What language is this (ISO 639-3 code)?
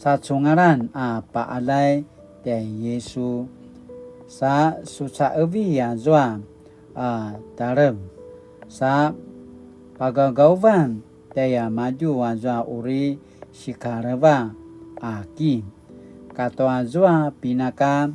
pwn